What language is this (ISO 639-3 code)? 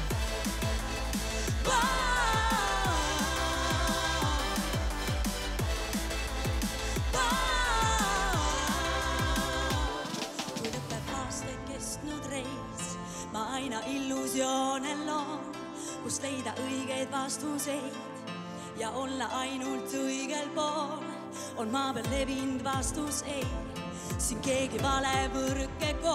est